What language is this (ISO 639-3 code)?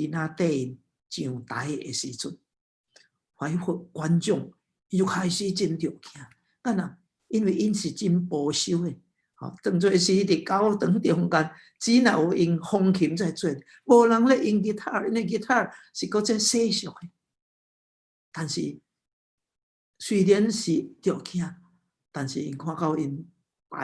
nan